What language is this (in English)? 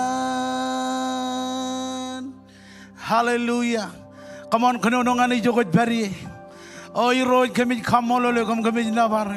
Marshallese